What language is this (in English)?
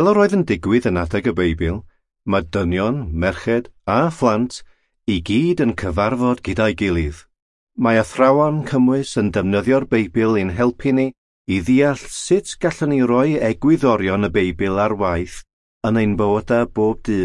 Welsh